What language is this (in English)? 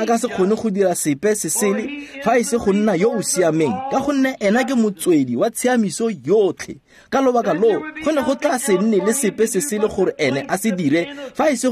Tswana